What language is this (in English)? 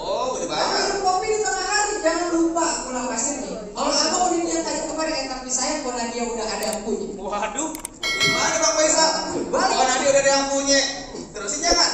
Betawi